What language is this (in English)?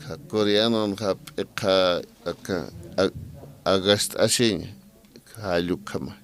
Aymara